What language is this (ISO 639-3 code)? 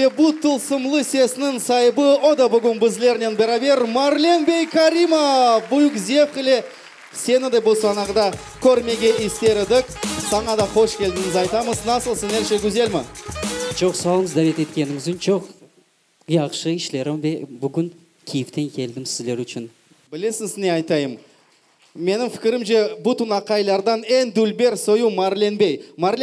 crh